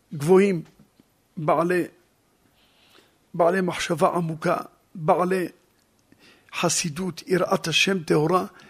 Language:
Hebrew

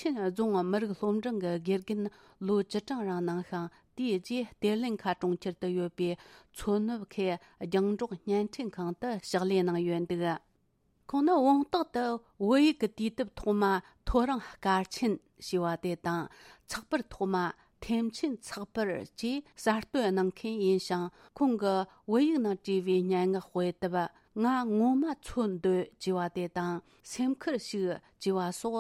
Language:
Tibetan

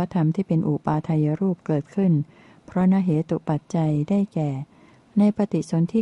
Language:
Thai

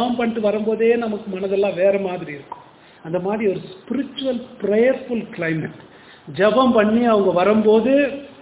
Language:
Tamil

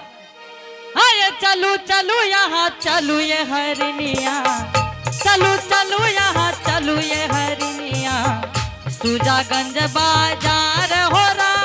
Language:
Angika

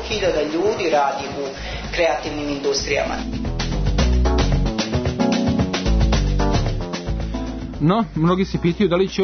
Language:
Serbian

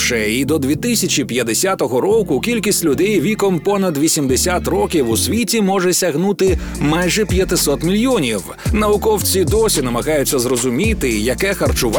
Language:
Ukrainian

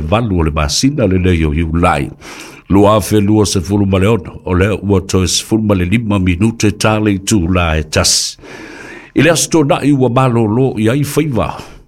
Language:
Samoan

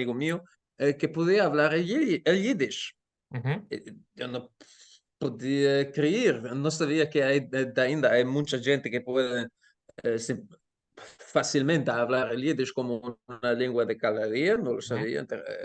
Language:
Ladino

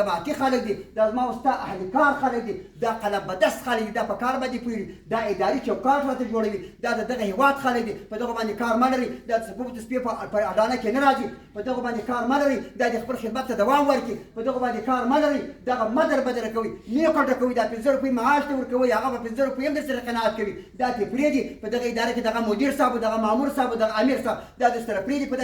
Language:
Pashto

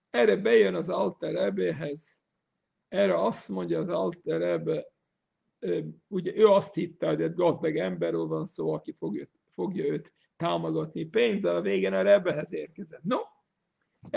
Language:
Hungarian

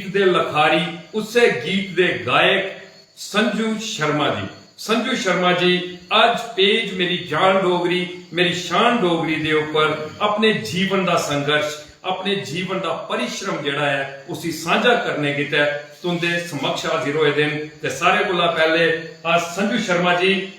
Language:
Dogri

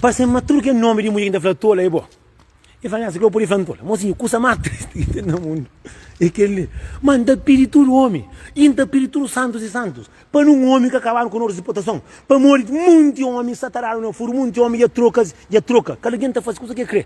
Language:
Kabuverdianu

